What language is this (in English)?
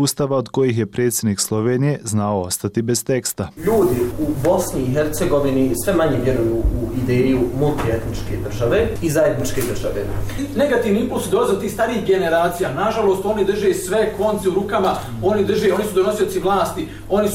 Bosnian